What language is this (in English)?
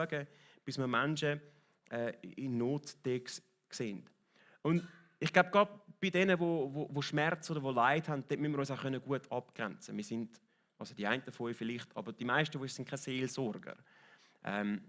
Swiss German